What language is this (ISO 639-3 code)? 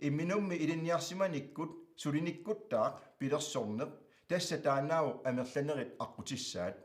kal